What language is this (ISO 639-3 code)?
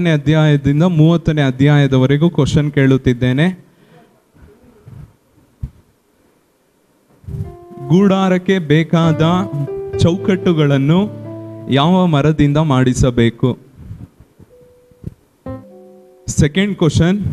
kan